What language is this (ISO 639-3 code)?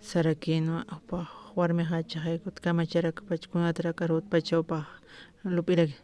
aym